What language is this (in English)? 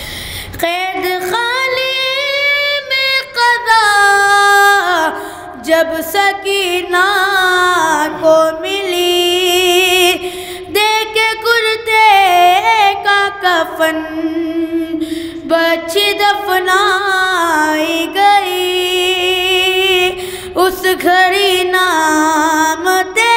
Urdu